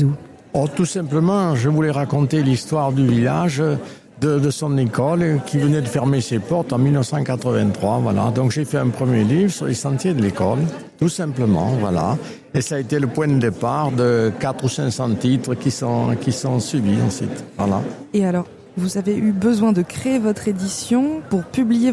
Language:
French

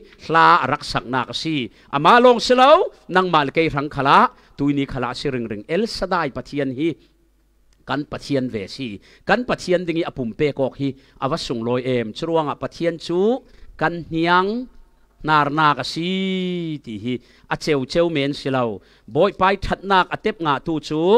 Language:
Falam Chin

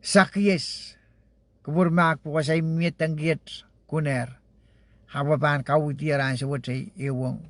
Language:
Pohnpeian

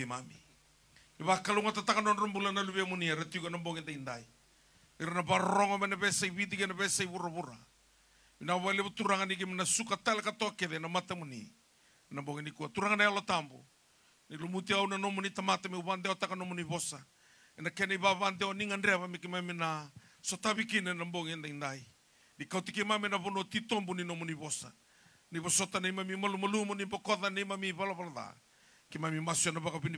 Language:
Fijian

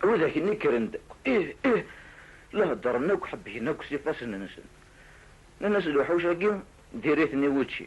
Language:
Kabyle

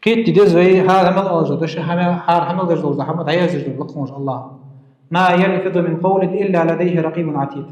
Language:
Ingush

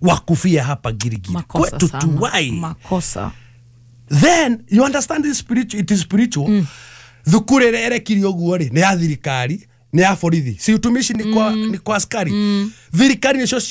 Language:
Kikuyu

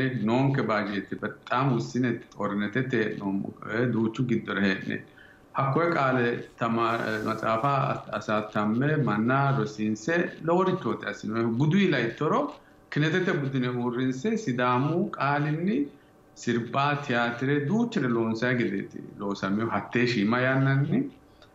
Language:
Sidamo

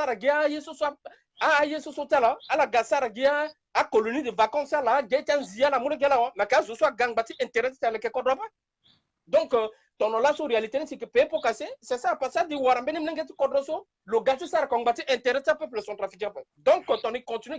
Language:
Sango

